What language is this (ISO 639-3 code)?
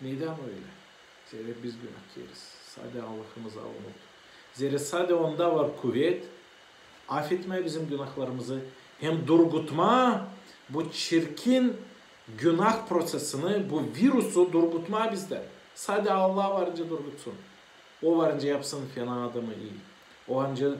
gag